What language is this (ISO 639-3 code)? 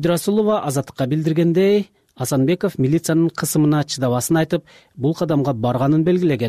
kir